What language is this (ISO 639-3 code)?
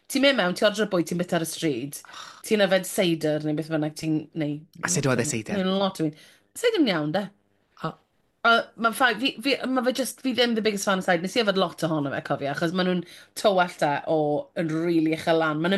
cym